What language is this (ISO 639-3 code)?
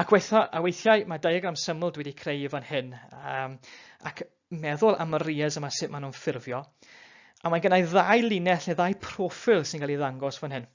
cym